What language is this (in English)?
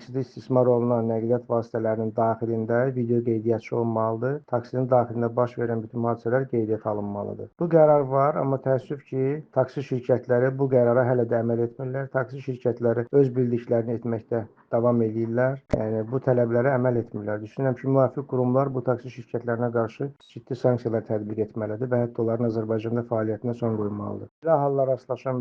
Azerbaijani